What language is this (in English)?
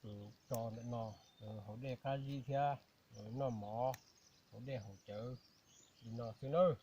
Hmong